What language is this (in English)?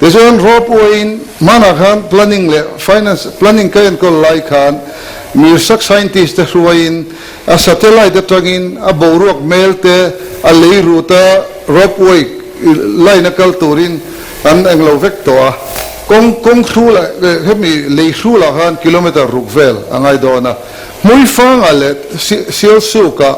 Mizo